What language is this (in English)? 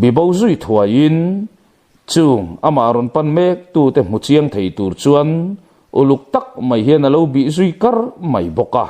Mizo